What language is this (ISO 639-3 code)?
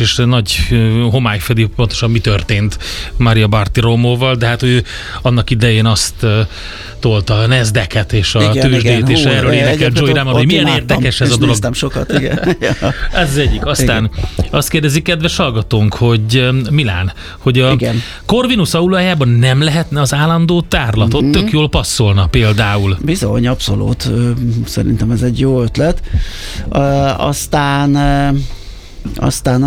hun